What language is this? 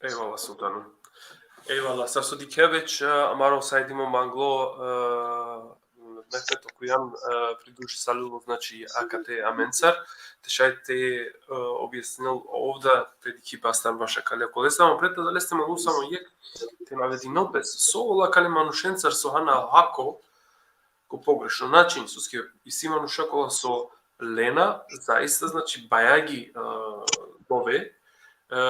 Balkan Romani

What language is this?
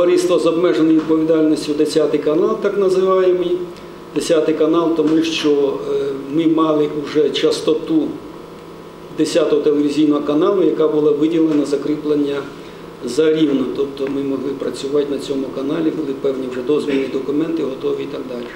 Ukrainian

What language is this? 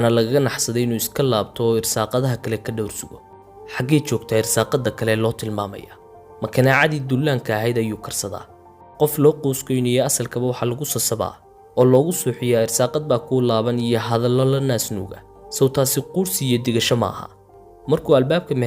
Somali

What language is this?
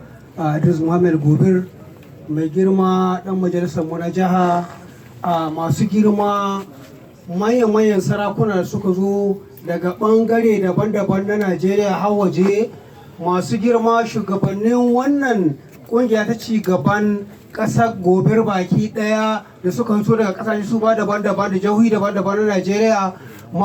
Hausa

